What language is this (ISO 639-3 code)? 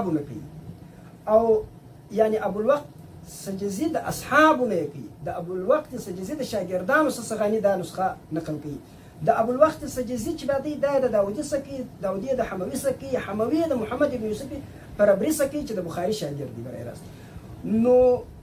pus